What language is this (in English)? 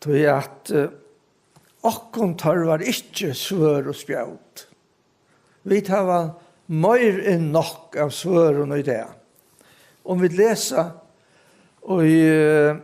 Faroese